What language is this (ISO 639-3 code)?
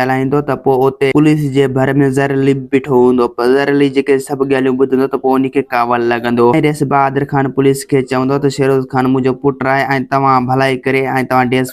snd